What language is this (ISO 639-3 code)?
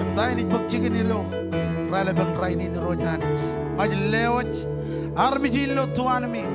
mah